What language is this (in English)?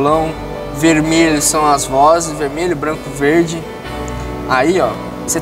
Portuguese